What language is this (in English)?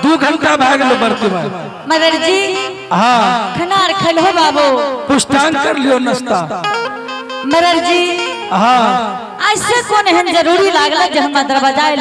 Angika